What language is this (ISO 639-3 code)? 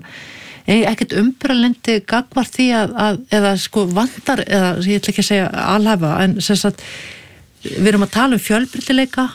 isl